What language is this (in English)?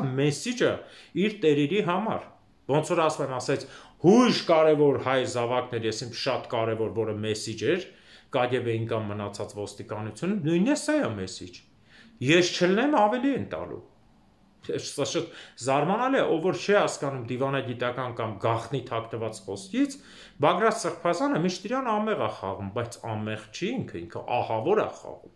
Armenian